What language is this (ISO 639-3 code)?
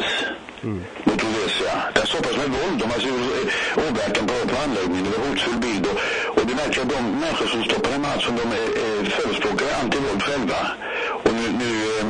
swe